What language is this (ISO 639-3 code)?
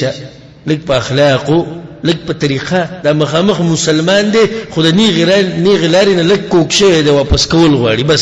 pus